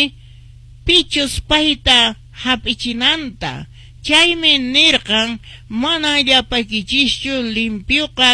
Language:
Quechua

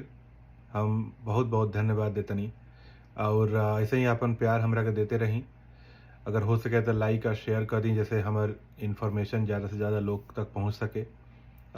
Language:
Bhojpuri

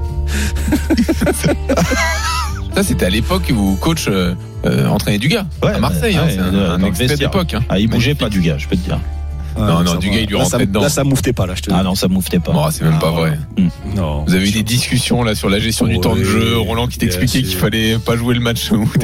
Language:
French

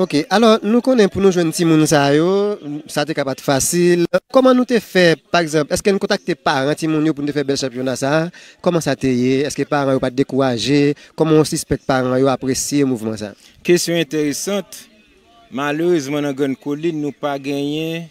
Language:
Haitian Creole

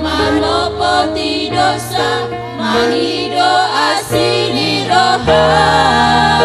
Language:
Batak Toba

